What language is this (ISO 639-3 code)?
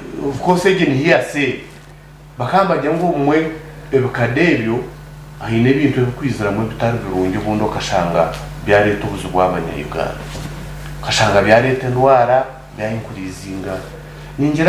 nyn